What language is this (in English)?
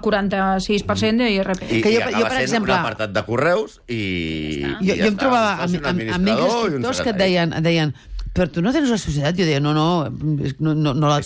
Catalan